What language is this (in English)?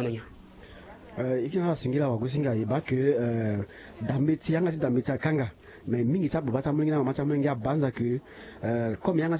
Sango